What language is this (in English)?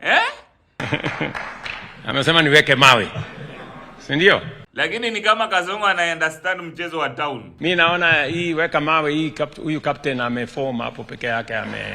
Swahili